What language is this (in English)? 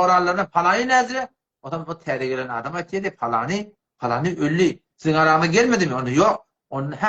Turkmen